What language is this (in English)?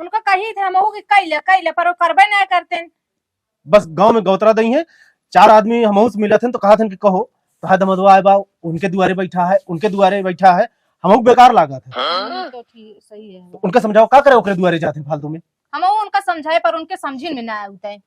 Awadhi